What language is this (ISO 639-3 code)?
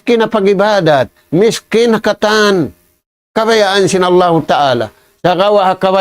tsg